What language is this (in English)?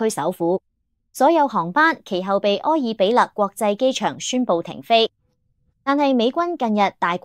Cantonese